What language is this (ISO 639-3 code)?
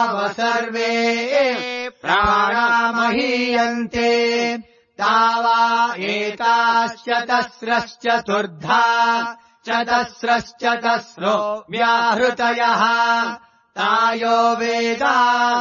san